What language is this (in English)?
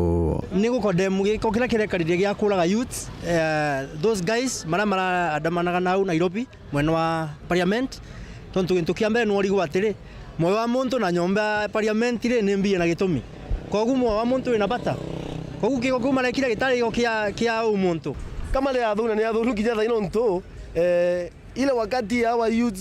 Meru